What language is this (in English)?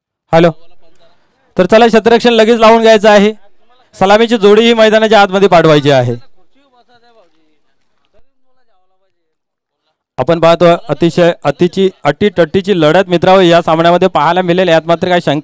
Marathi